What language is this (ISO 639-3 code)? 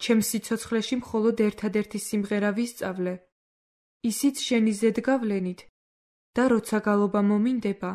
kat